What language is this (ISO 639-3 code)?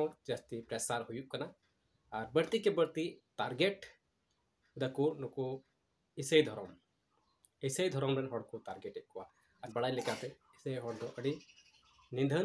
sat